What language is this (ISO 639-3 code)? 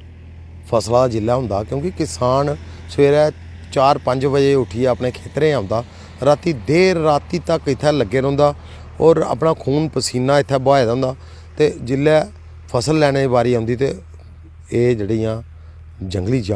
doi